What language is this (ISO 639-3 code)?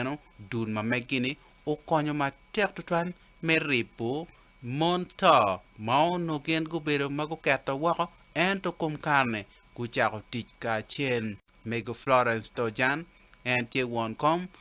ach